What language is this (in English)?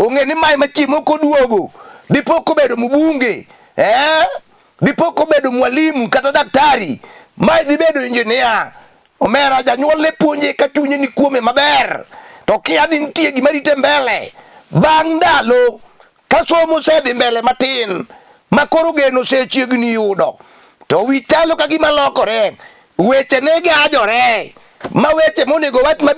Luo (Kenya and Tanzania)